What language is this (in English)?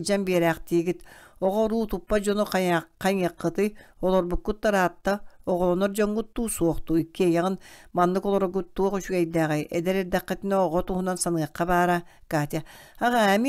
Yakut